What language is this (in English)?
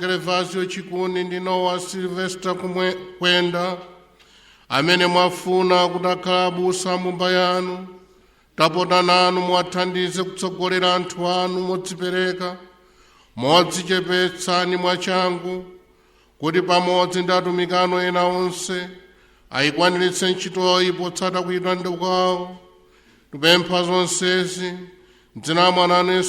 Nyanja